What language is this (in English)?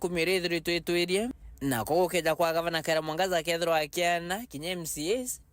Meru